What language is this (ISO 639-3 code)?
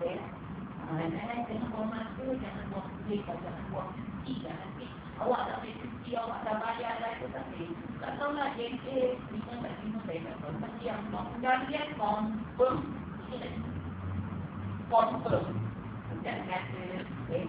msa